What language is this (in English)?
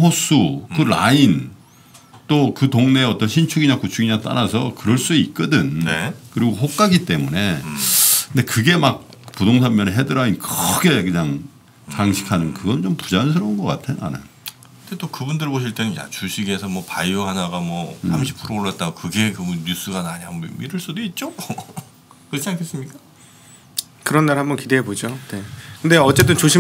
Korean